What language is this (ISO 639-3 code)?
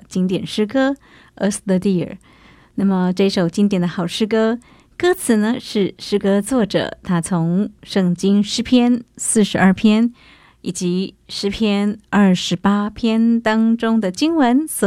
zho